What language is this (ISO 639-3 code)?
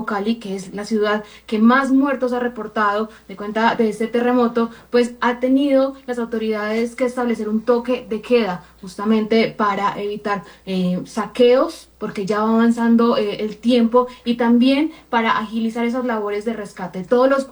spa